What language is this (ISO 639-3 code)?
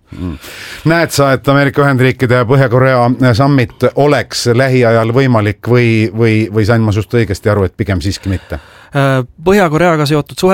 est